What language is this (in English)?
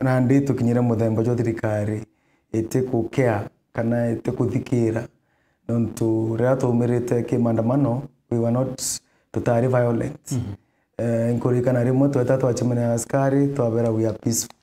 Meru